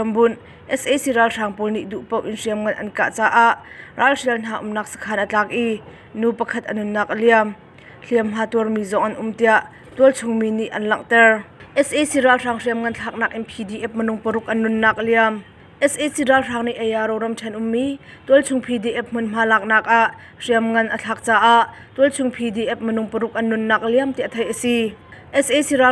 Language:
Hakha Chin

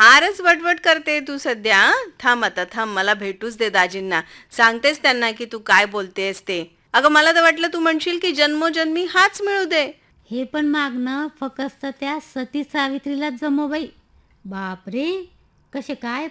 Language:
Marathi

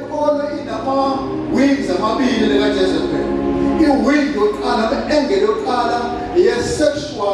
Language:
Zulu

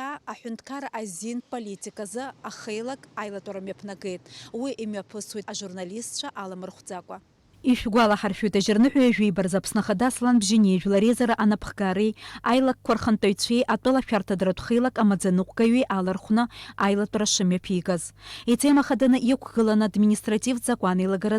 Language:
Abkhazian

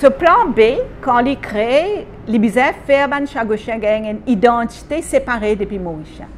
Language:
Morisyen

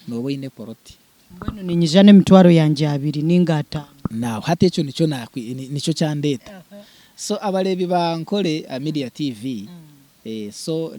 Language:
Nyankole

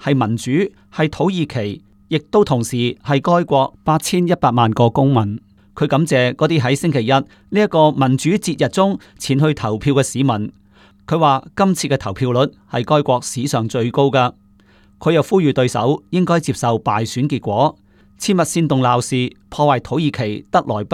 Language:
Cantonese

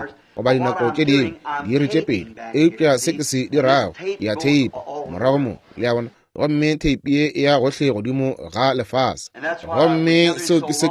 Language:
Northern Sotho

